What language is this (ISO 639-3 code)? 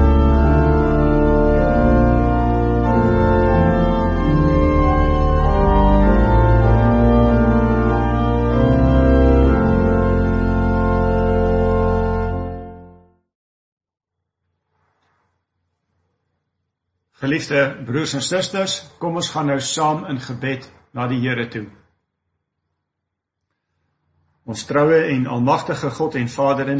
afr